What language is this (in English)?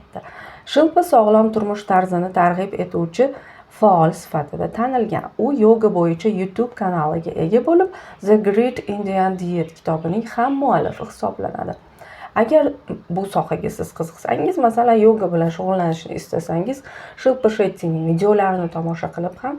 Uzbek